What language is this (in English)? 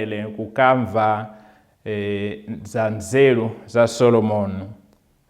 Nyanja